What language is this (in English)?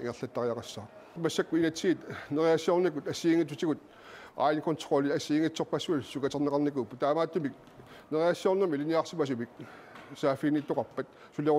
Kalaallisut